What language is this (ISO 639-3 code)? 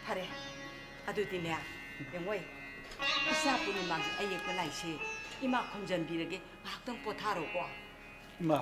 mni